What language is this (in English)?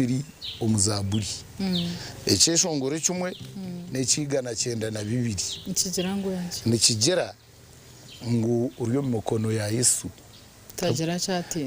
Nyankole